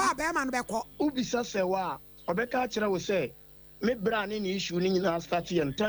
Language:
Akan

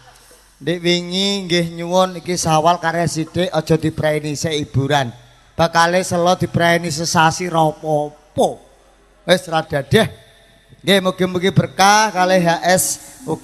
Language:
Javanese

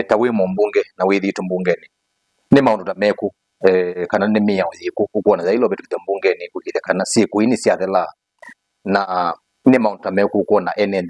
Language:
Kamba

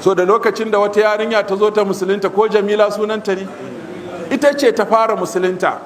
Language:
Hausa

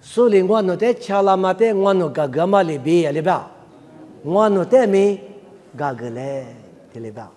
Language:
Lisu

